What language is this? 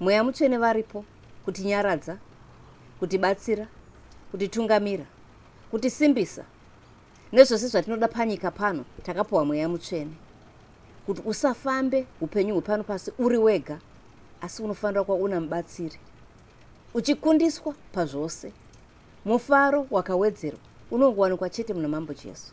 Shona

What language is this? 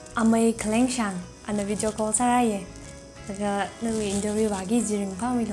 Tangkhul Naga (India)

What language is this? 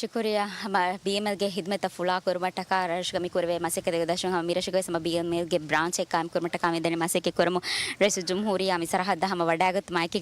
Divehi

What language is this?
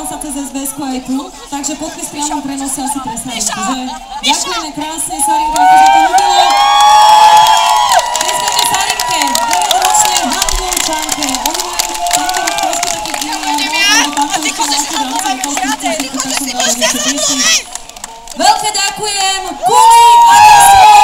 Slovak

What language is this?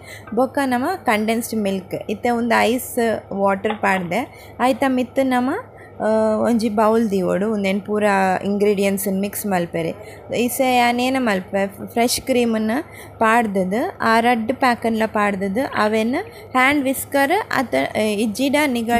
Tulu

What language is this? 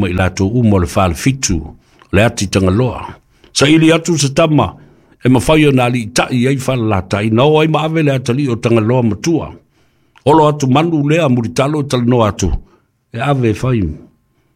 Samoan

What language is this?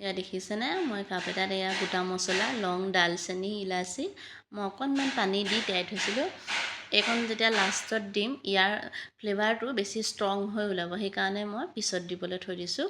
Assamese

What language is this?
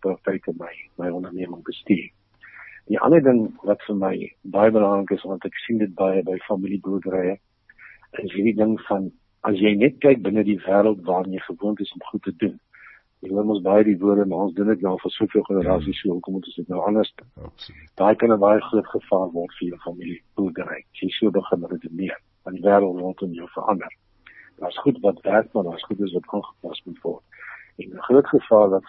Afrikaans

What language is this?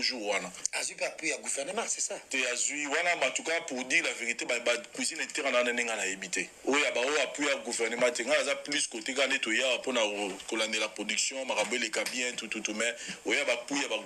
Lingala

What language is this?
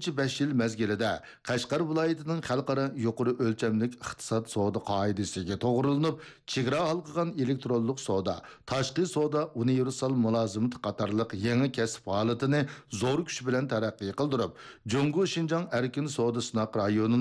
Uyghur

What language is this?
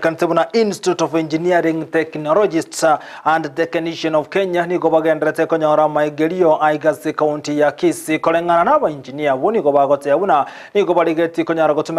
Gusii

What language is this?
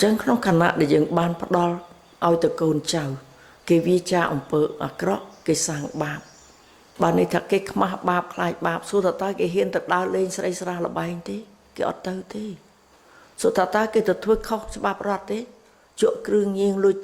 Khmer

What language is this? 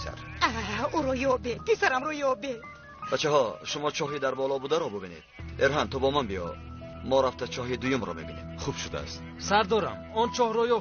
Tajik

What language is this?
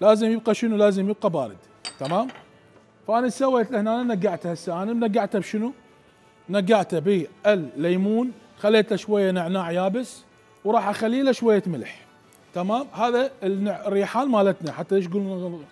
Mesopotamian Arabic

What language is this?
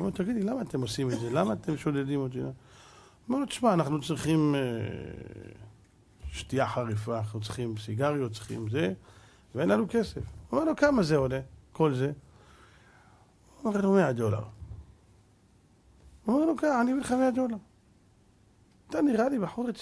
Hebrew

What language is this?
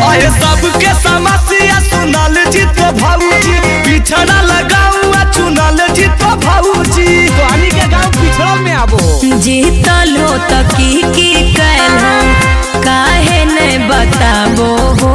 Magahi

